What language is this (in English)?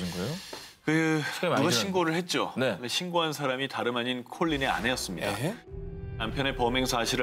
Korean